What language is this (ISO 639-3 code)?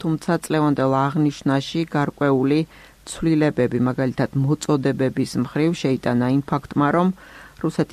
kat